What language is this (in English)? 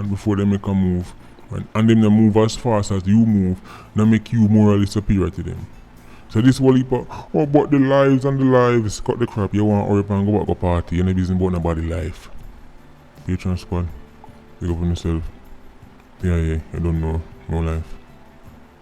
Jamaican Creole English